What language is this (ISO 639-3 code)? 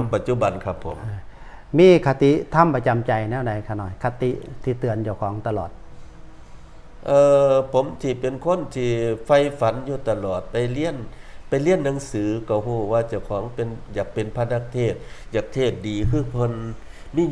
tts